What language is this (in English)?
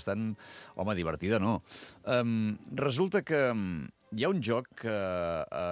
Catalan